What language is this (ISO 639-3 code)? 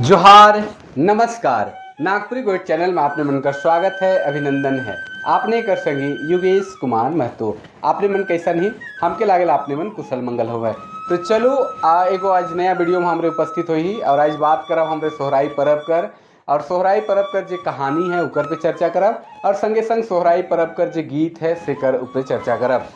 sck